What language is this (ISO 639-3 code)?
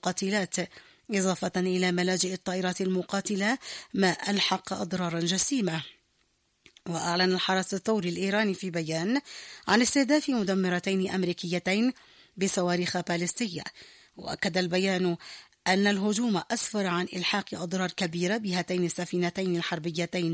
ara